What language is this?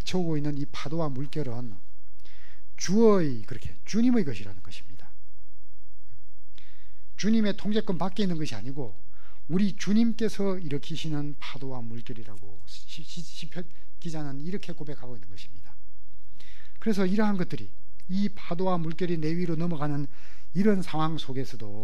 Korean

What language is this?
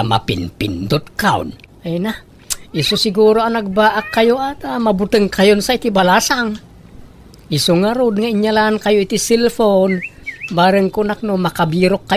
Iloko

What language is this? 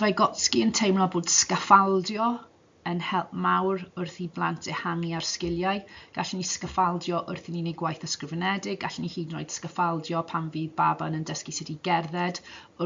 Welsh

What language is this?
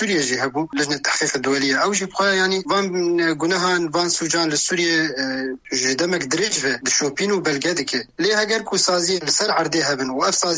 Kurdish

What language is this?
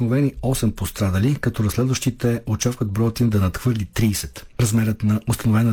Bulgarian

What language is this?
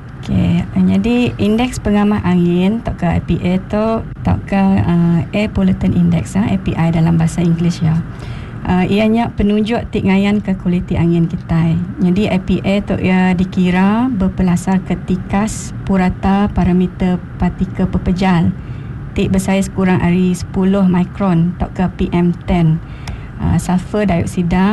Iban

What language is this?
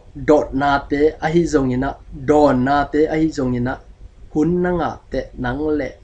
Tedim Chin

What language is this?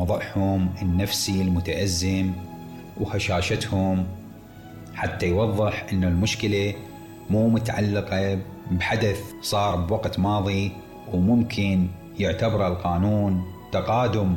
Mesopotamian Arabic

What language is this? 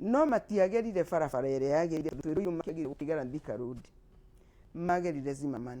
Kikuyu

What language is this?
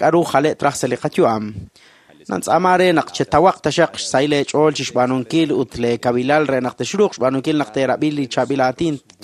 Kekchí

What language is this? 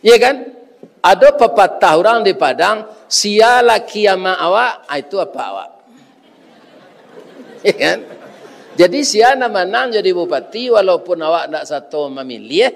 Minangkabau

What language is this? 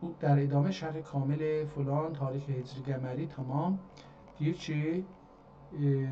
South Azerbaijani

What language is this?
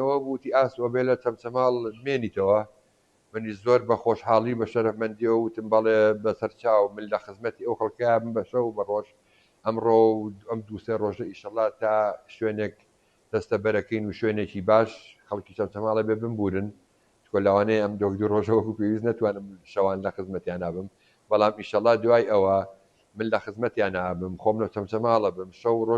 Central Kurdish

